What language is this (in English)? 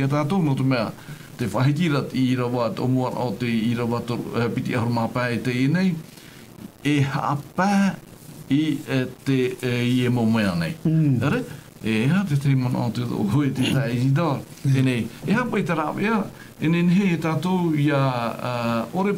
Tahitian